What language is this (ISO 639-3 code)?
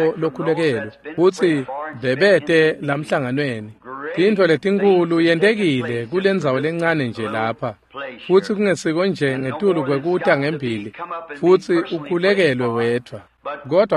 ssw